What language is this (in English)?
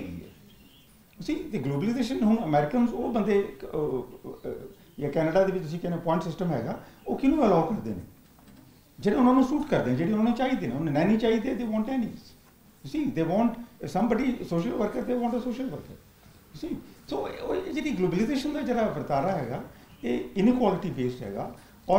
Punjabi